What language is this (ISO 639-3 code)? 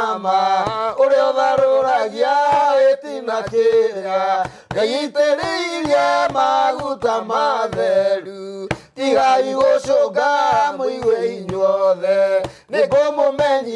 kik